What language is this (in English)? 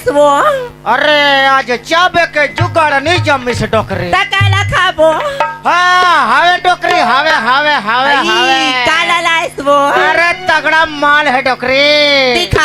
Chhattisgarhi